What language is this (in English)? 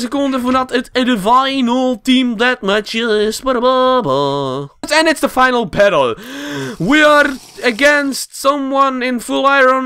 Dutch